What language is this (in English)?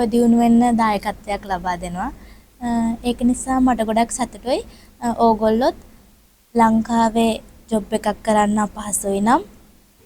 Sinhala